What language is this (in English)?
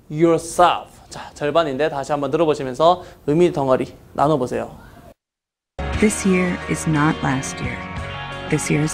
Korean